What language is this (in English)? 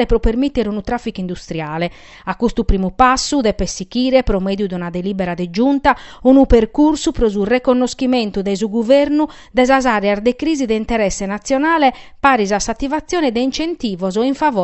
Sardinian